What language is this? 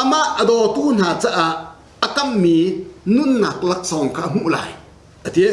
Hakha Chin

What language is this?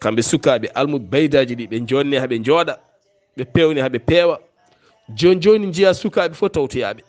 Fula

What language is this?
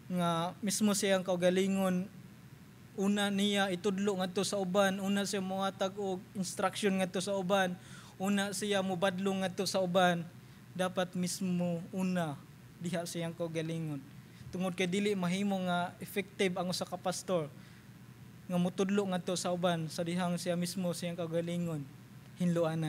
Cebuano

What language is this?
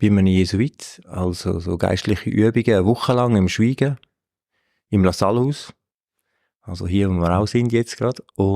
Swiss German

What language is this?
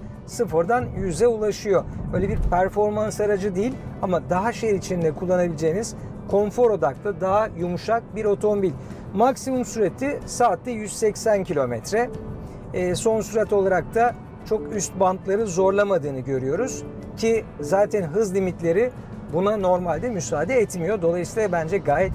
Turkish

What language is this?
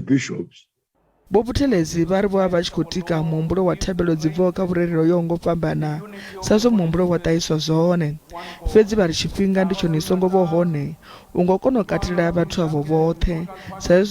Venda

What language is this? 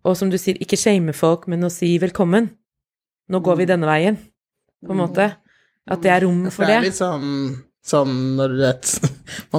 Norwegian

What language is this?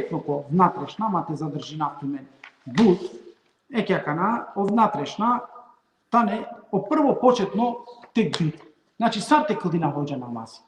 Balkan Romani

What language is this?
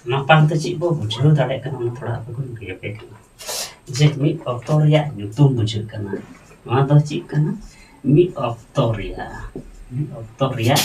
Santali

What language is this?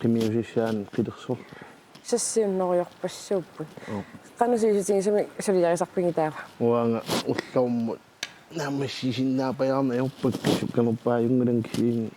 Kalaallisut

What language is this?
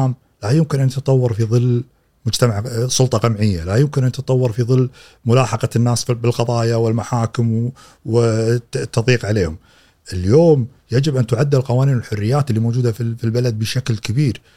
Gulf Arabic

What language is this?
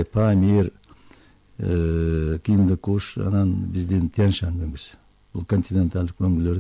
Kyrgyz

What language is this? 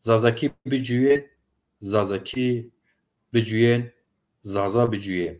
Zaza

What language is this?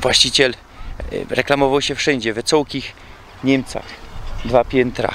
Silesian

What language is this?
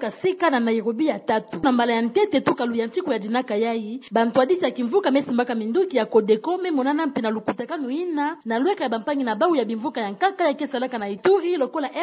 Kituba (Democratic Republic of Congo)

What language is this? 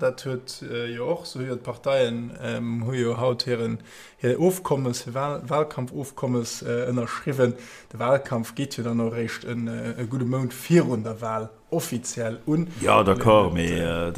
Luxembourgish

